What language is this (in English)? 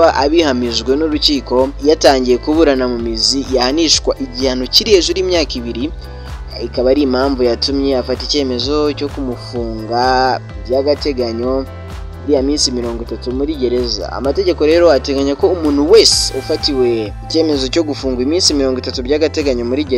Kinyarwanda